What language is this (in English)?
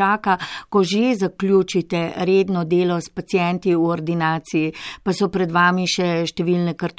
Slovenian